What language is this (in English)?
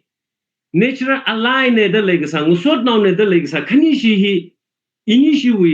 Tangkhul Naga (India)